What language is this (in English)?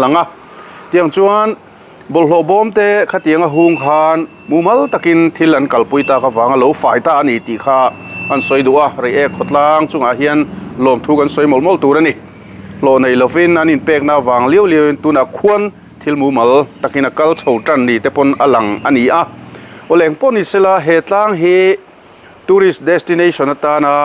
Mizo